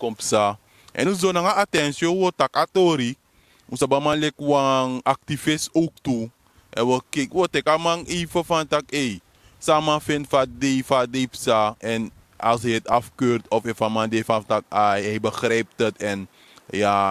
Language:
Sranan Tongo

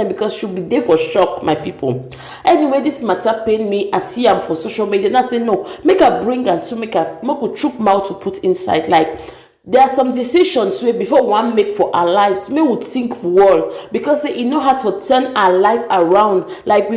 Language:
Nigerian Pidgin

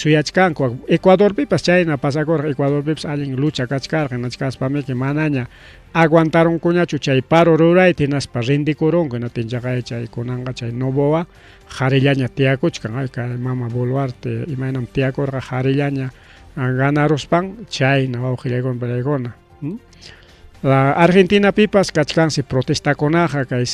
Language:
Ayacucho Quechua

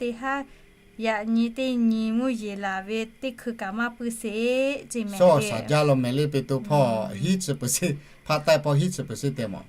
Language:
Lahu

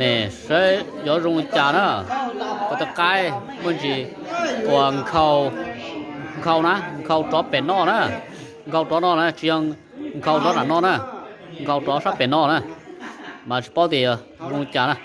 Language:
Hmong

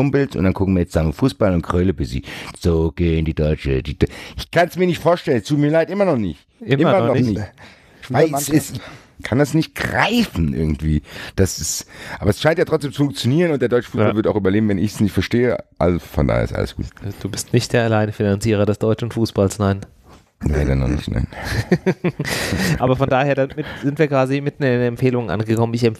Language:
German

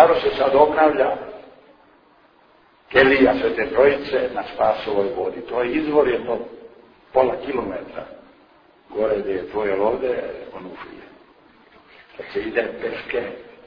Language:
Serbian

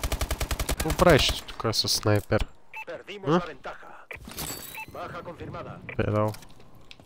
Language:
Bulgarian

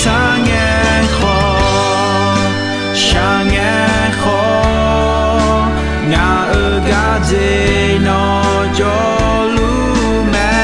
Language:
Akha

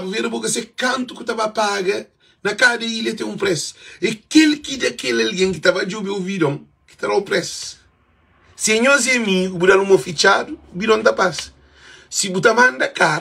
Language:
Kabuverdianu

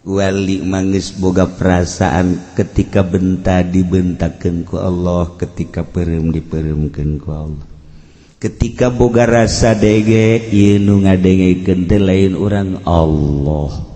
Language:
Sundanese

